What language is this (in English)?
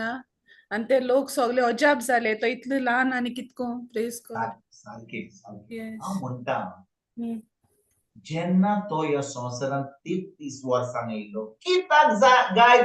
Konkani